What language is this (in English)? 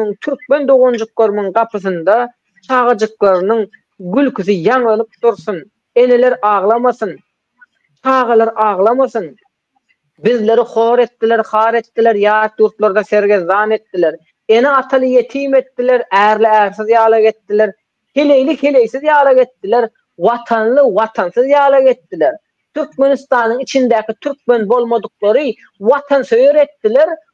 Turkmen